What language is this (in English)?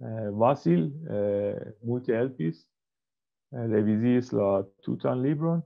Esperanto